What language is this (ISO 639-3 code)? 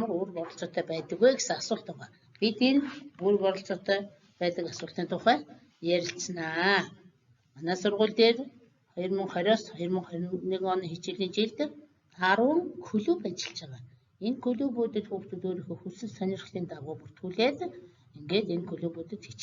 mon